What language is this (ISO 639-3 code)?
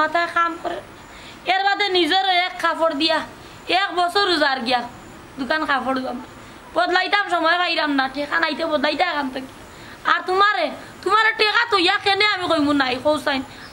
syl